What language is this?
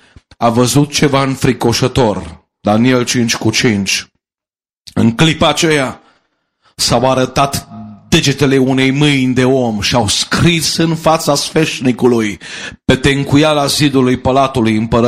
Romanian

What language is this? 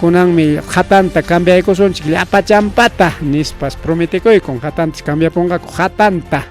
Ayacucho Quechua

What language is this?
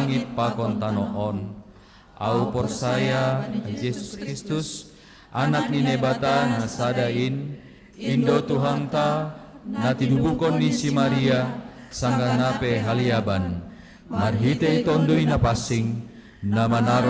Batak Simalungun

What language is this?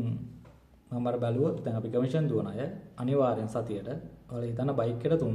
Sinhala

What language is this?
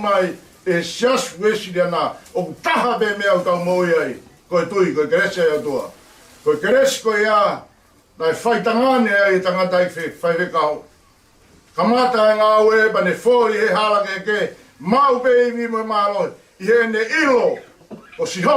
Tongan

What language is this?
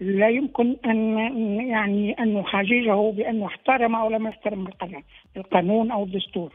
Tunisian Arabic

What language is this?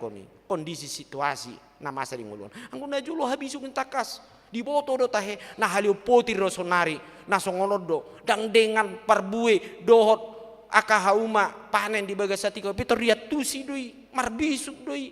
Batak Toba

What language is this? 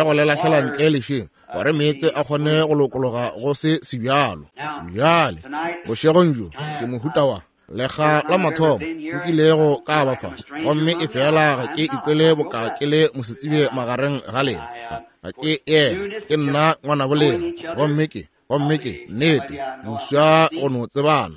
Northern Sotho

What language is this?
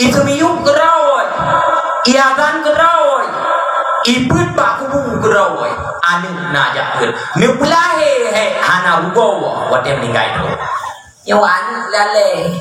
Achinese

